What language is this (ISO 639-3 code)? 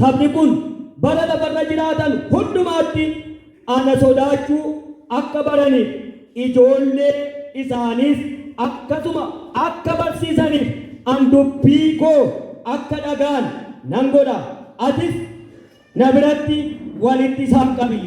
orm